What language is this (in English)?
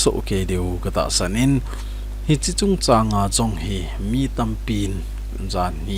Thado Chin